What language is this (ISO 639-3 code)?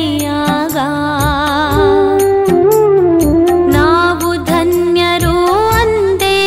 kan